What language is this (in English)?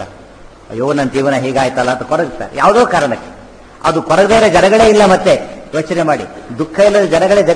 Kannada